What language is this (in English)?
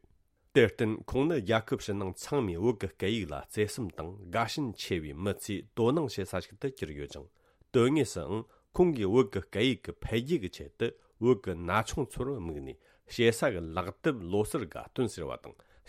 Tibetan